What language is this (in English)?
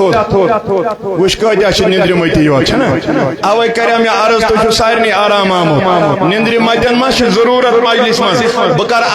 Kashmiri